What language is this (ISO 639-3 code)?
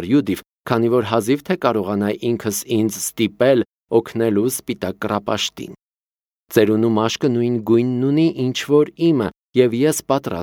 hye